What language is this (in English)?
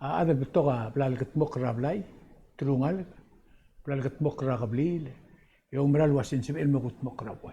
Palauan